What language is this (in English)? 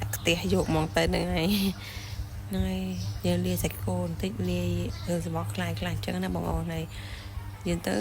Khmer